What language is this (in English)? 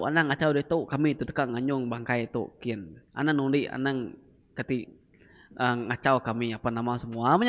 Iban